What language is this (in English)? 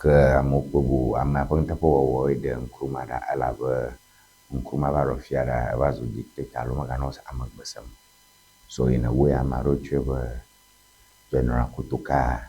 Ewe